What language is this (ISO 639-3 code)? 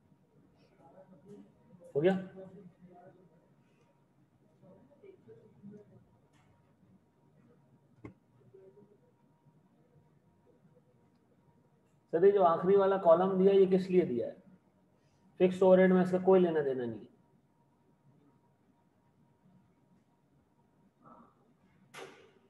hin